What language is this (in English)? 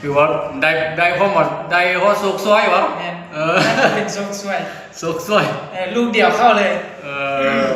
Lao